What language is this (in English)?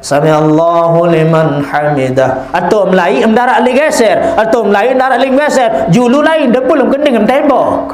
Sasak